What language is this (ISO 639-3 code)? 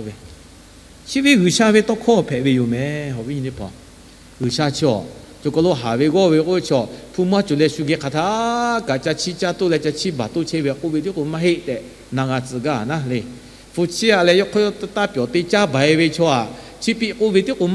lhu